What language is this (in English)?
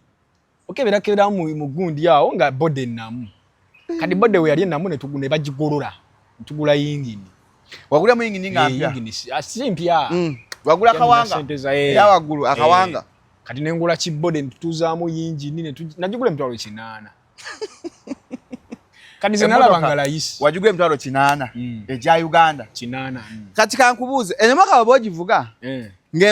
Ganda